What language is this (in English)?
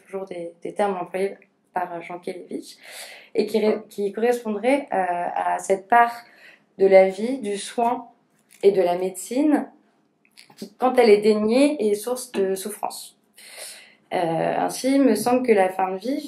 French